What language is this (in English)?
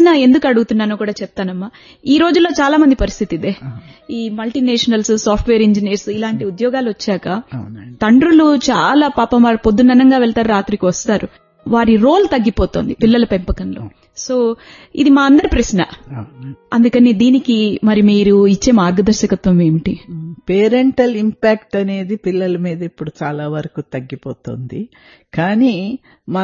Telugu